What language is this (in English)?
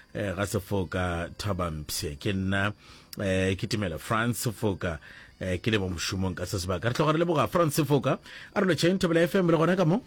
Northern Sotho